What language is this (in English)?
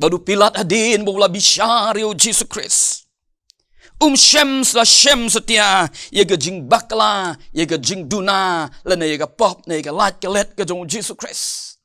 Khasi